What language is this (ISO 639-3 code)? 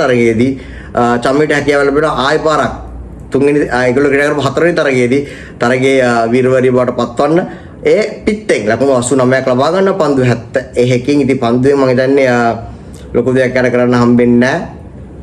sin